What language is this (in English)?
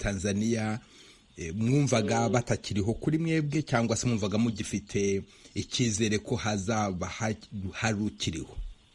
Kinyarwanda